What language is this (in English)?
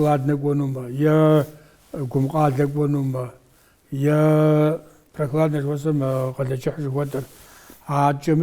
Kabardian